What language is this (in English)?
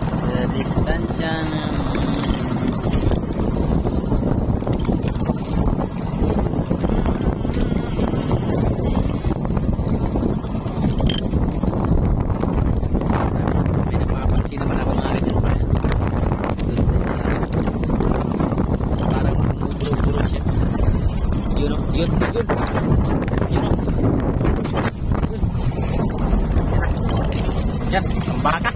Filipino